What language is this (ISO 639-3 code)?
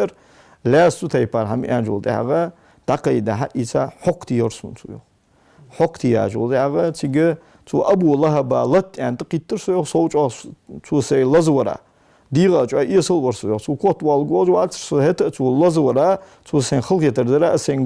inh